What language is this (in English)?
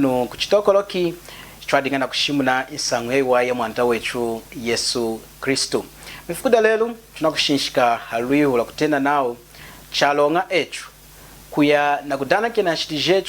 Lunda